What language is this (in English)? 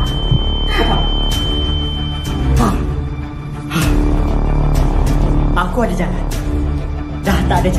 Malay